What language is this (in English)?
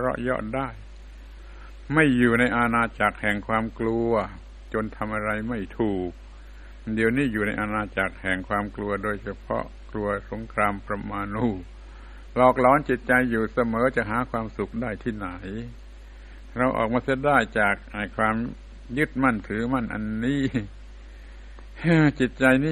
Thai